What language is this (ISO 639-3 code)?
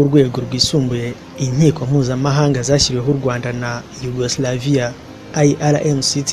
kin